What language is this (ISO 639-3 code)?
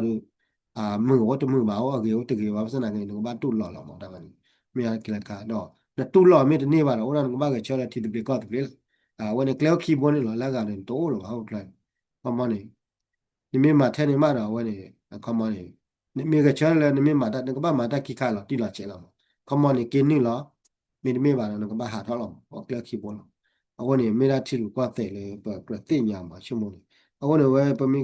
ksw